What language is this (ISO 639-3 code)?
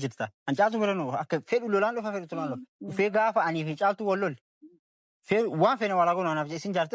orm